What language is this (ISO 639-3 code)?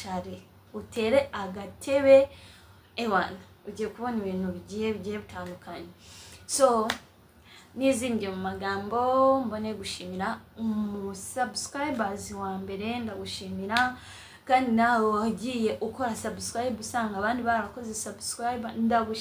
kin